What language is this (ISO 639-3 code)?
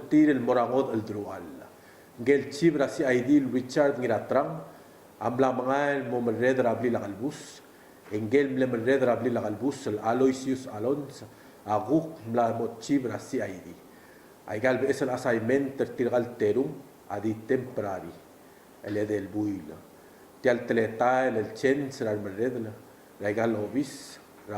pau